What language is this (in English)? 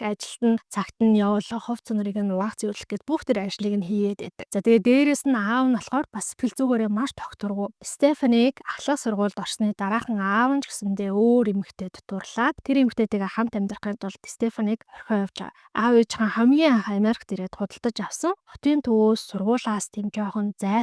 Mongolian